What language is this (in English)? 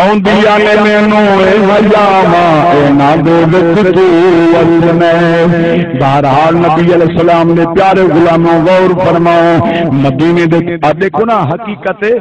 Saraiki